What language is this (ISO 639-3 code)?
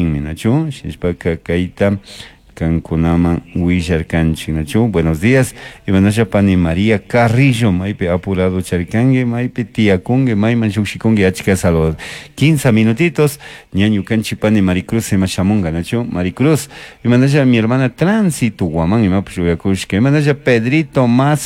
qug